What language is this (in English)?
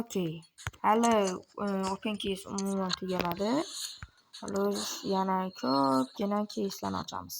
Uzbek